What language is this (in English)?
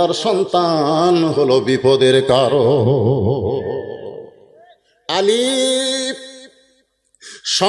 Bangla